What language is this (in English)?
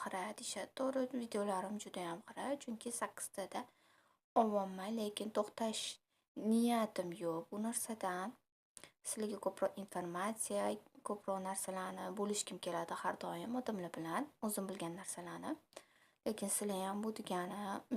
Uzbek